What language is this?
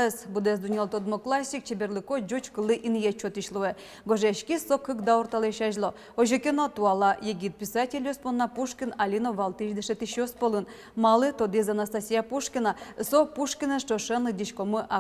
Udmurt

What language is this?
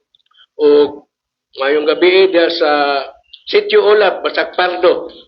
Cebuano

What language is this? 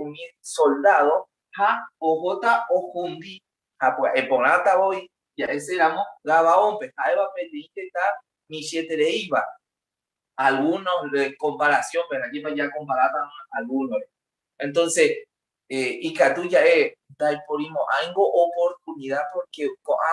Guarani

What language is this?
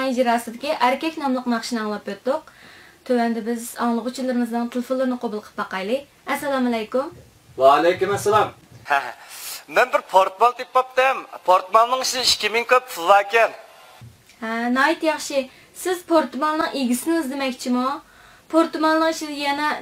Uyghur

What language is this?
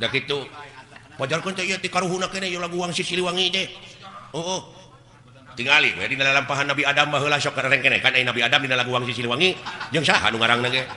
Sundanese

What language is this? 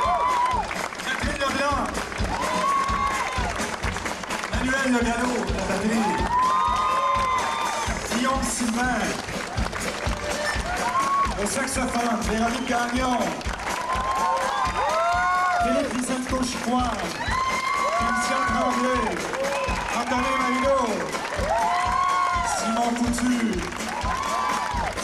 French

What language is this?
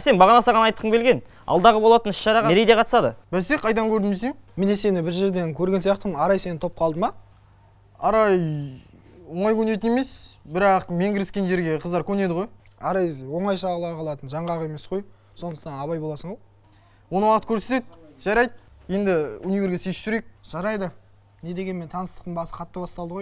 Kazakh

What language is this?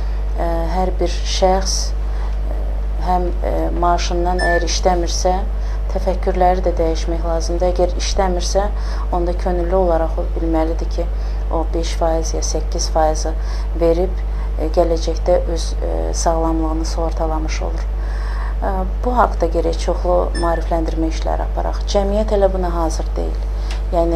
Azerbaijani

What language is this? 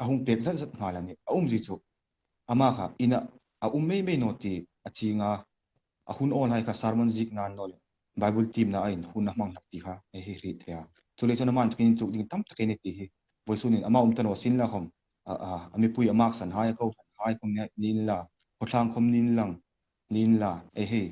Hmar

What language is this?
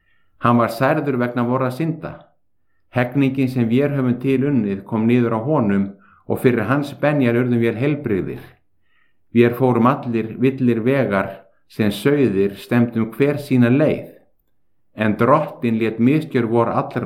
Icelandic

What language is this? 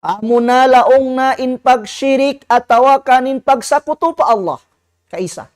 Tausug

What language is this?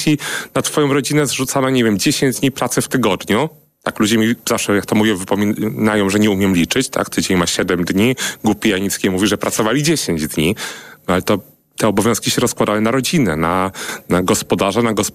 Polish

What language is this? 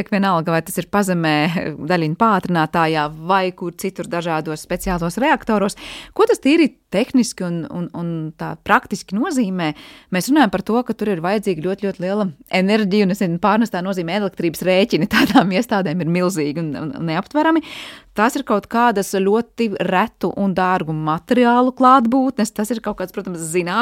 Latvian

